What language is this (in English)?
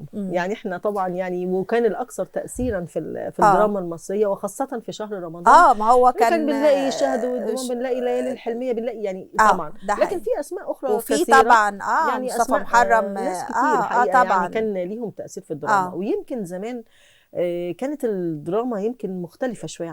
Egyptian Arabic